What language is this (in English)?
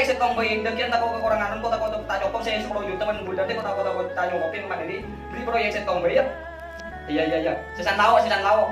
Madurese